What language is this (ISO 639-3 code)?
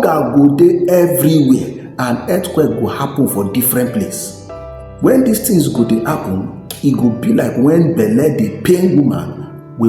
pcm